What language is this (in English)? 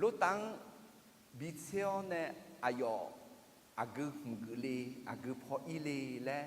Akha